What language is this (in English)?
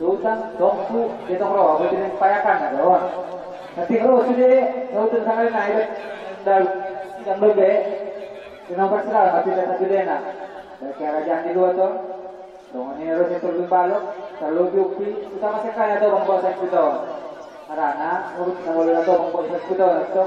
Batak Angkola